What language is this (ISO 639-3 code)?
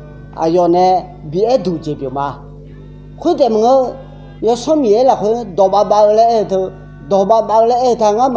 ahk